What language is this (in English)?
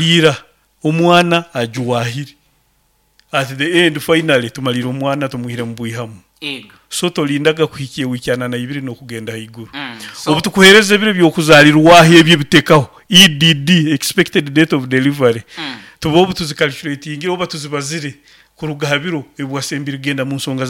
Nyankole